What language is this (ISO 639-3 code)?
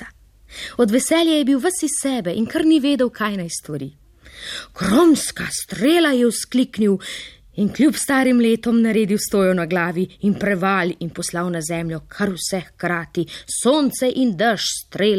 slv